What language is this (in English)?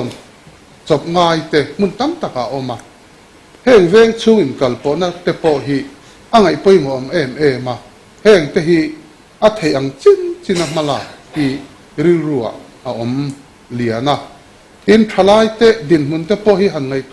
Mizo